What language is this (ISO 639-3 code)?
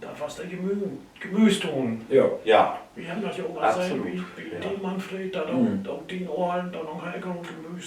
nds